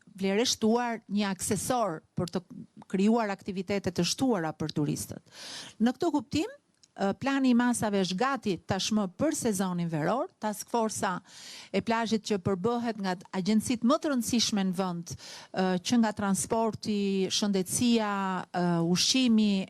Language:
Albanian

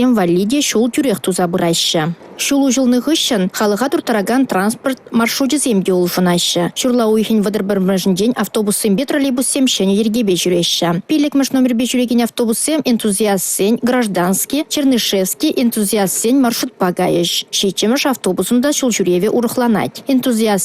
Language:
Chuvash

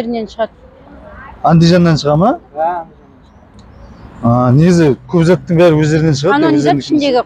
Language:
Kazakh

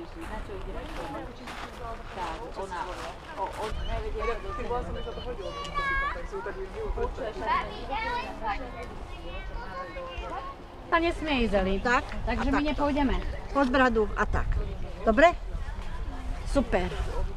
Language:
Slovak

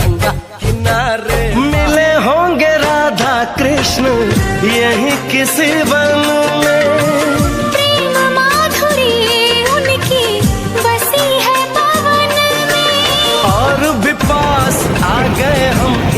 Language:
Chhattisgarhi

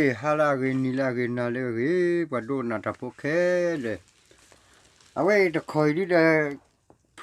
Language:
S'gaw Karen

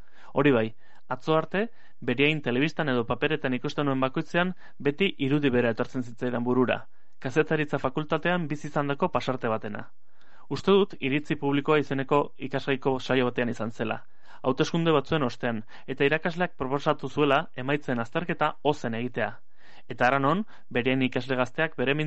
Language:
Basque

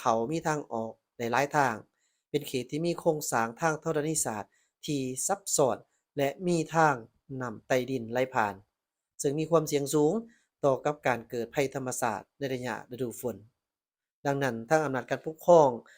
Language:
Lao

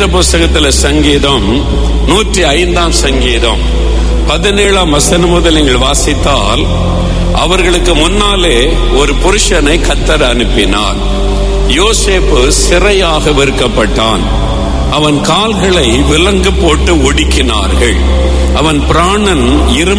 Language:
Tamil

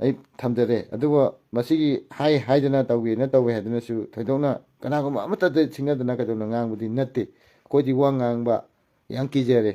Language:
Manipuri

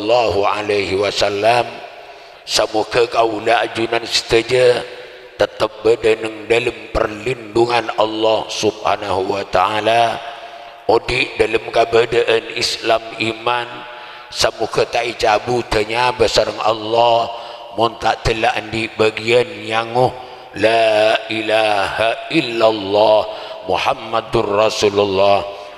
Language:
Madurese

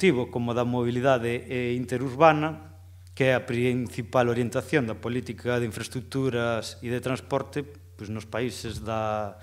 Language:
Galician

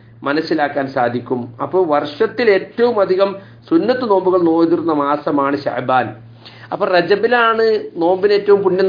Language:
Malayalam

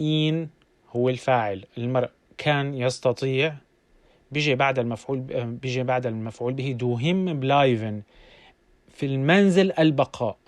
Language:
North Levantine Arabic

